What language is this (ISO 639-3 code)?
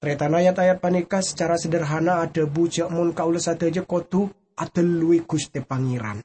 mad